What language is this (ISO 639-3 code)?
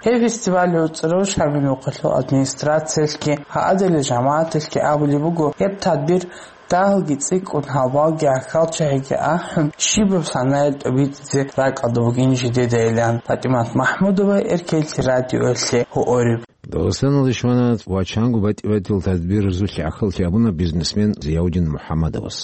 ava